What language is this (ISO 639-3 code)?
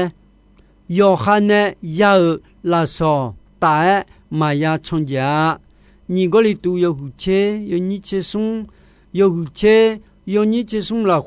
ahk